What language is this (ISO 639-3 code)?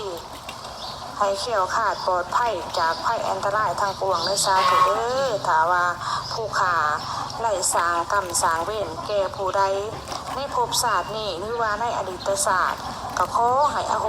lao